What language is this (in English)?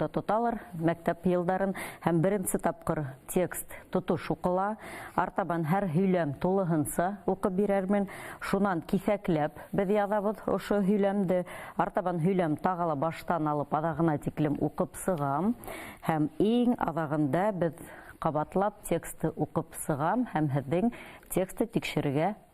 Bashkir